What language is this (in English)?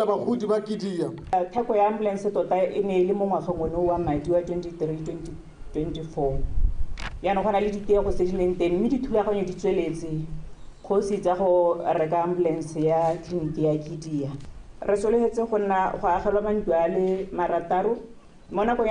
Tswana